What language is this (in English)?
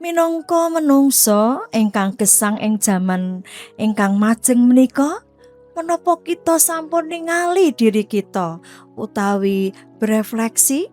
Javanese